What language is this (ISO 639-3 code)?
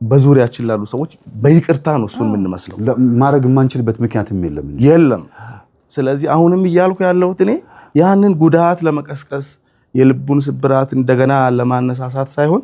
amh